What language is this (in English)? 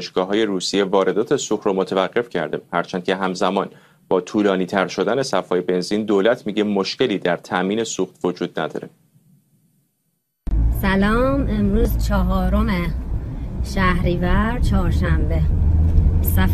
Persian